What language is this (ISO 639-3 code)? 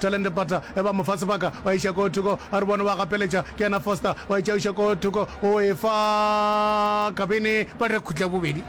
nso